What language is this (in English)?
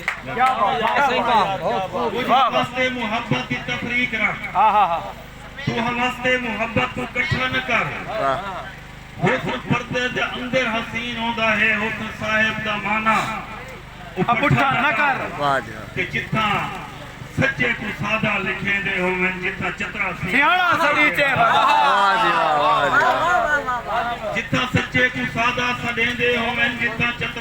Saraiki